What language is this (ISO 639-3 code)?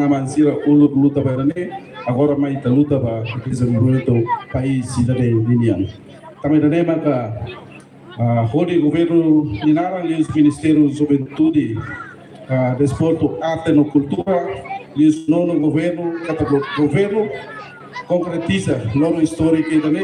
tet